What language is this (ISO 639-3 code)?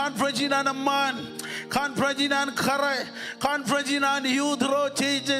mah